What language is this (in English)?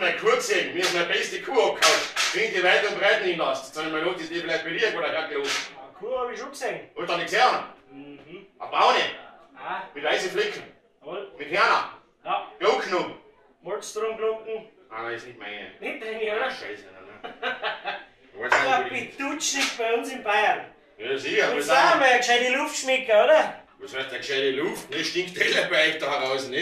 Bavarian